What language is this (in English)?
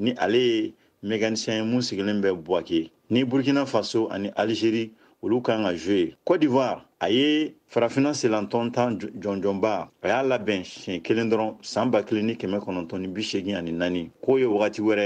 Bambara